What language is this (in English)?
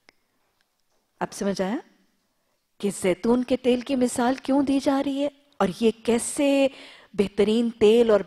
Urdu